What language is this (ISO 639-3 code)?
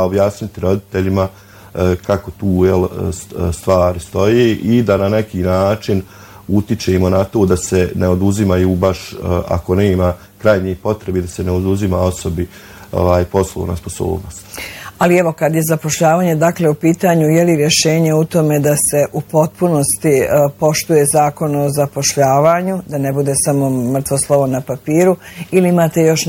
bos